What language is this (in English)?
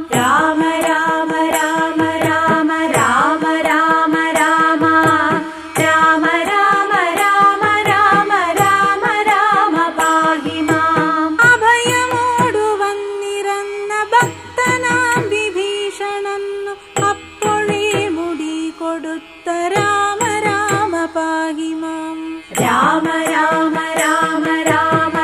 Malayalam